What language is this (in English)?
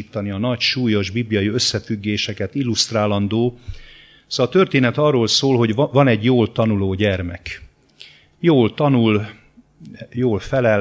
Hungarian